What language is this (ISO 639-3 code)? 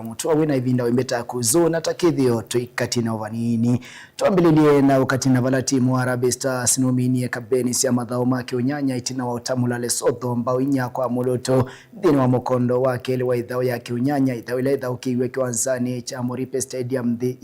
kam